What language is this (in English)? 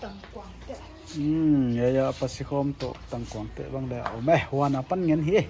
Paite Chin